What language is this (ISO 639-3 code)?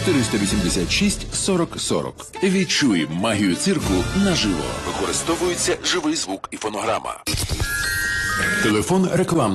ukr